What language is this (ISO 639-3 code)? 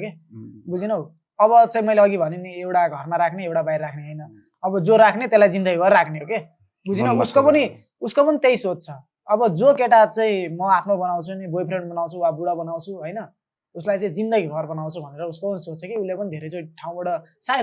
nep